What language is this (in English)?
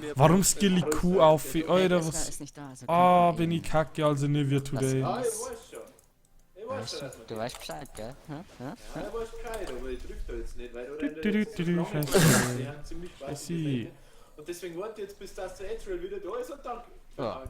Bavarian